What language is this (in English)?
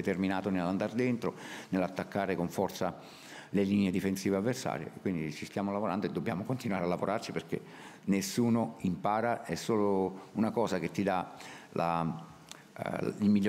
Italian